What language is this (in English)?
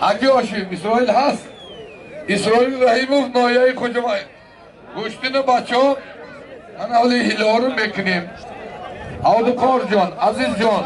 Tajik